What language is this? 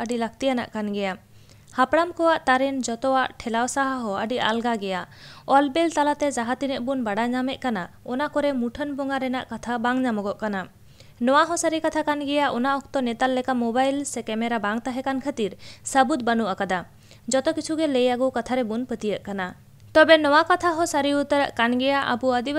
Santali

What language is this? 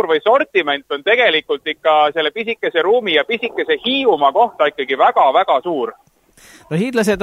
Estonian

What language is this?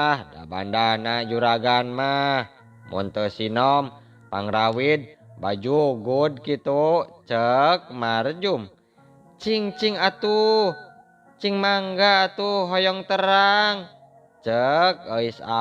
Sundanese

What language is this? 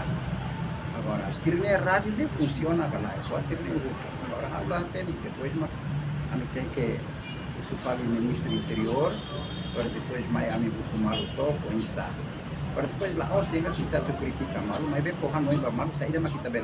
Tetum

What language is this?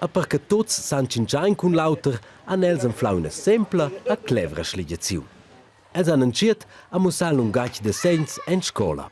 Romansh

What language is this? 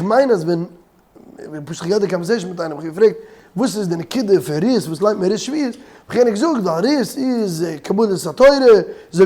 Yiddish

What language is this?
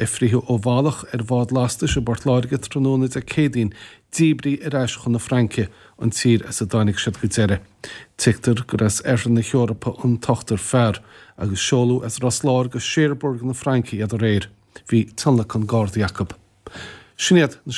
Irish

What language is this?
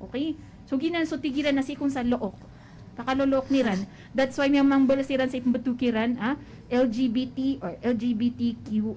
Maranao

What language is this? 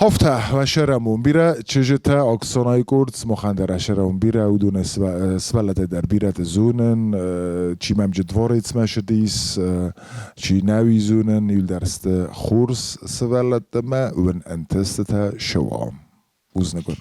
Ossetic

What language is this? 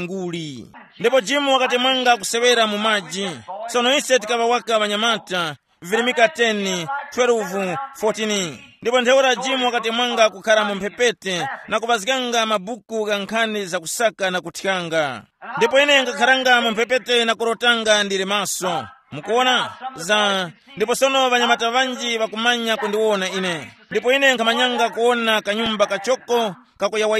Tumbuka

